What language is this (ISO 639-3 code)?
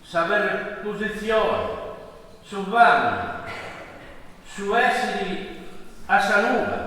srd